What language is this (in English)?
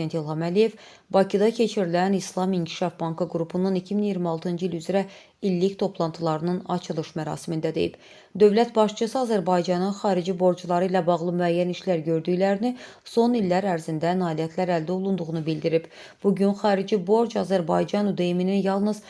Azerbaijani